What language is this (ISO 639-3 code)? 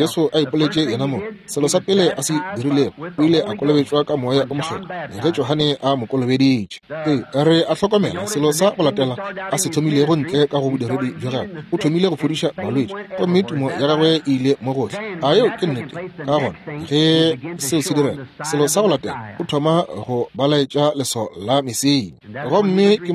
nso